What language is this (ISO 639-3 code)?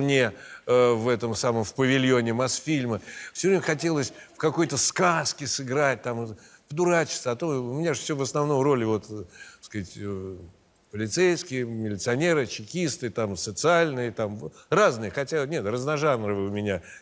rus